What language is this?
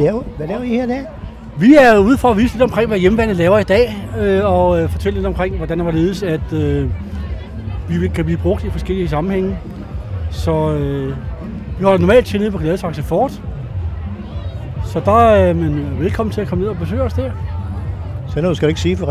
Danish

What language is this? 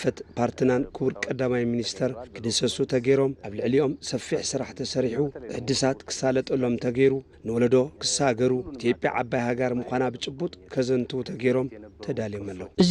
Tigrinya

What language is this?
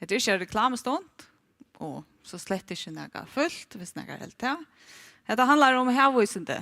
Faroese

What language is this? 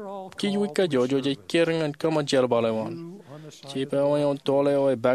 Marshallese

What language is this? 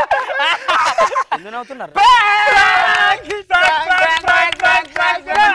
Telugu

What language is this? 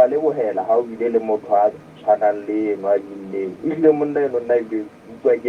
Southern Sotho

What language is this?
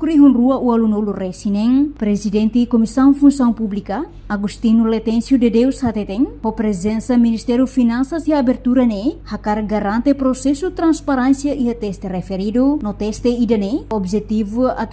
Tetum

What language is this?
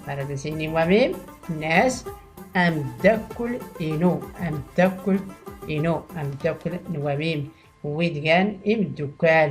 Tachelhit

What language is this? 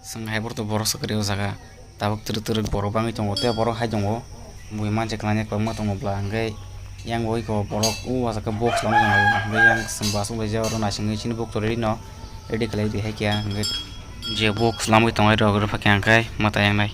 Kok Borok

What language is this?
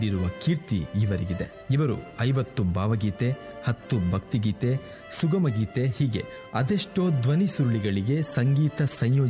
Kannada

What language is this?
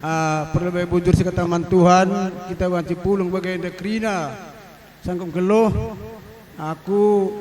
Batak Karo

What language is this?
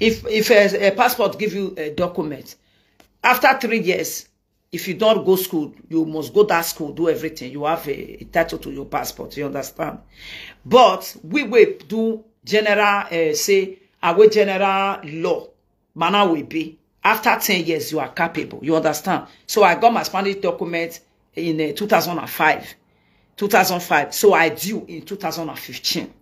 Nigerian Pidgin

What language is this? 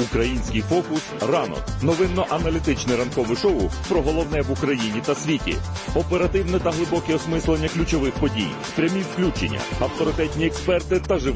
Ukrainian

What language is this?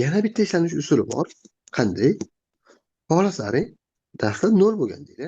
Uzbek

